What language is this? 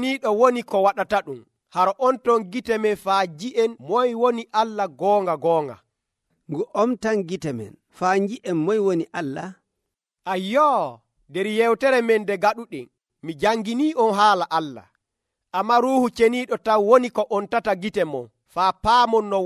Nigerian Fulfulde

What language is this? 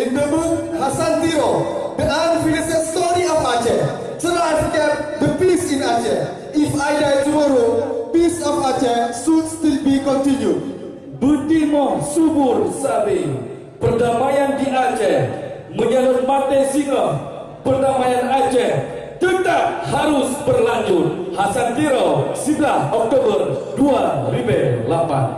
Achinese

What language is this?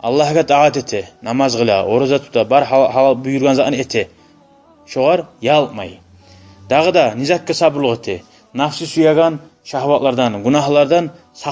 Kumyk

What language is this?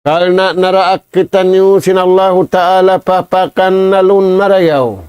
Tausug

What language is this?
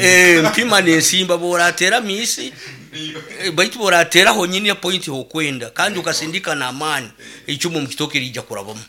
Nyoro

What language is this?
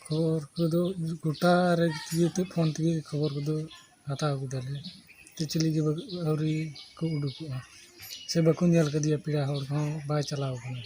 Santali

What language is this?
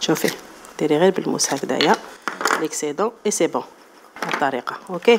Algerian Arabic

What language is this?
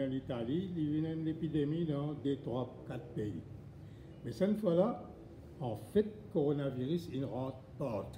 Morisyen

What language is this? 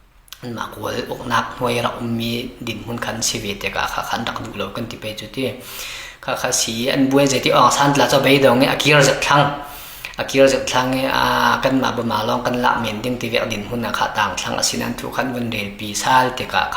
Falam Chin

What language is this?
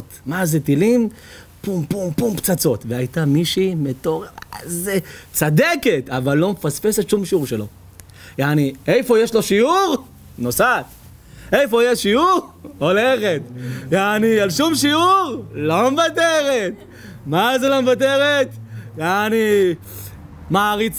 Hebrew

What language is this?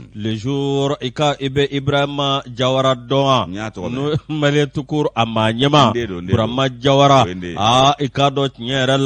Bambara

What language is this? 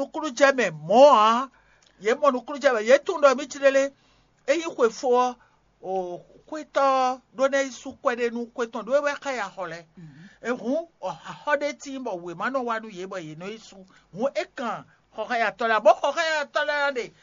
Fon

